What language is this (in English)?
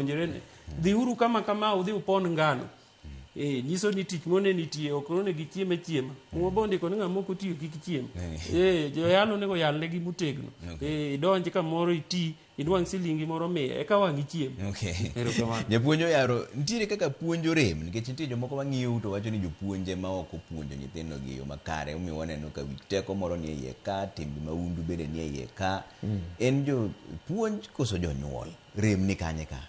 Luo (Kenya and Tanzania)